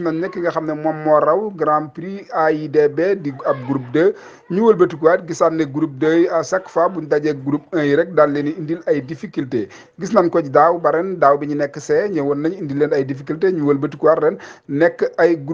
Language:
Wolof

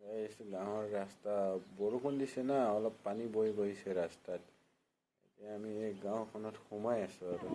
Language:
Assamese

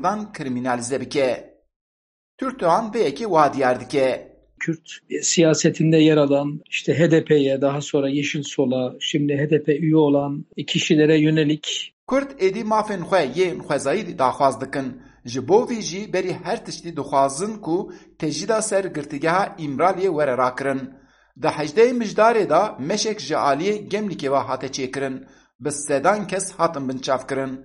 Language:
Kurdish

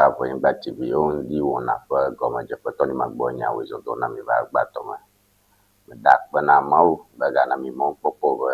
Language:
Ewe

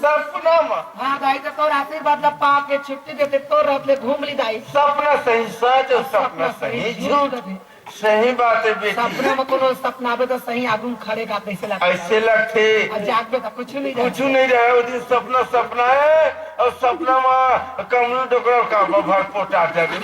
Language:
Chhattisgarhi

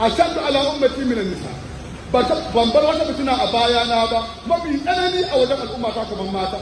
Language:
Hausa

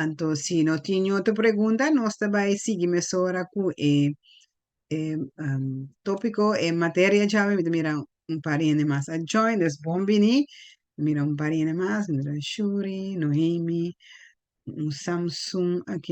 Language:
Papiamento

